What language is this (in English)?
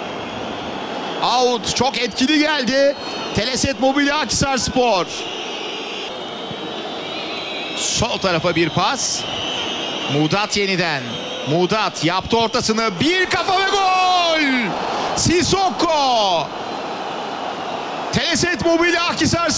Turkish